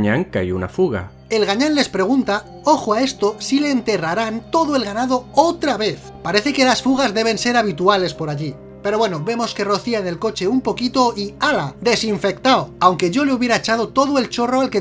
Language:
Spanish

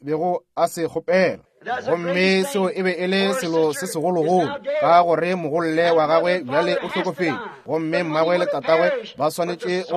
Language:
Northern Sotho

